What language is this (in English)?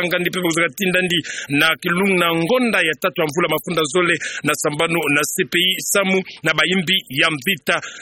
Kituba (Democratic Republic of Congo)